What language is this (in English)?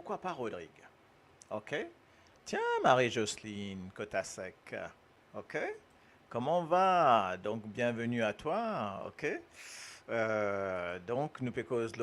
Morisyen